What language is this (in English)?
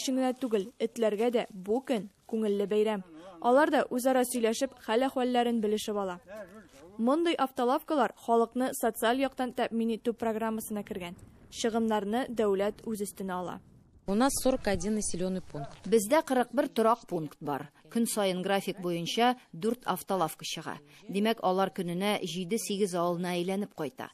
Tatar